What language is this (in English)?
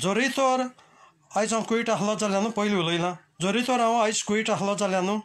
Konkani